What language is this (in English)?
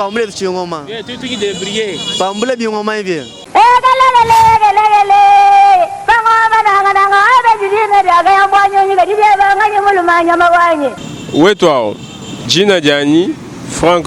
Luba-Lulua